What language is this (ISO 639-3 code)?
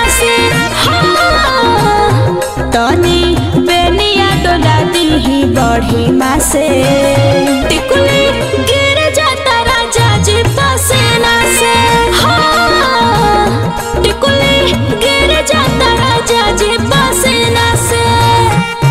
bho